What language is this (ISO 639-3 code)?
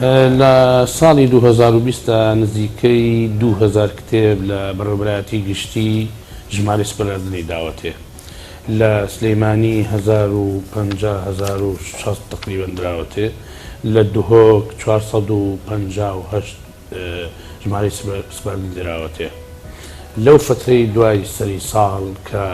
ckb